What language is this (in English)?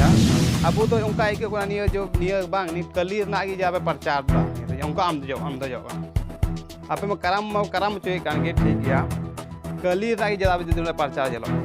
Santali